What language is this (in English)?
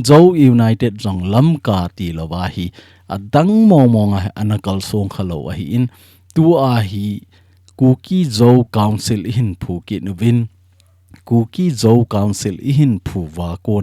Thado Chin